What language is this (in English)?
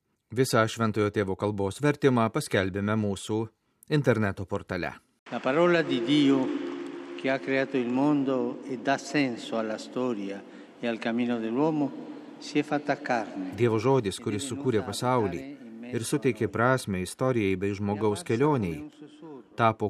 Lithuanian